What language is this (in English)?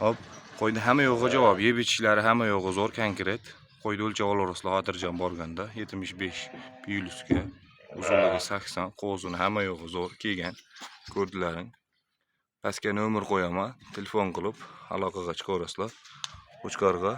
Uzbek